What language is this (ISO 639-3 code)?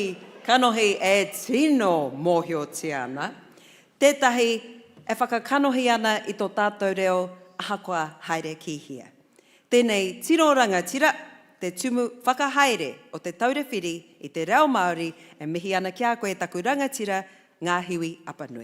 mri